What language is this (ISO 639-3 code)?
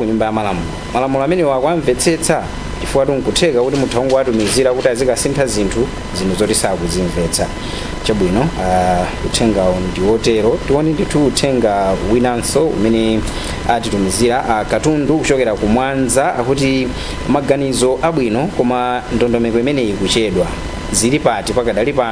nya